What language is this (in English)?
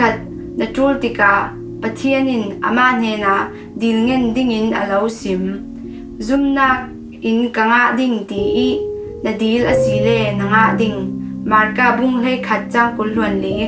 Falam Chin